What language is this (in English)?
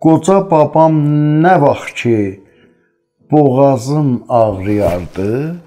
South Azerbaijani